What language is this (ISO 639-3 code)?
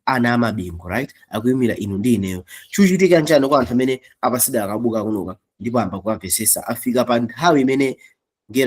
nya